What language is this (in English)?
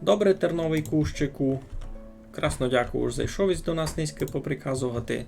Rusyn